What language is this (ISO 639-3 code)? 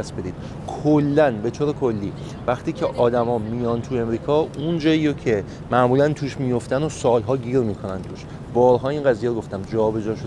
fas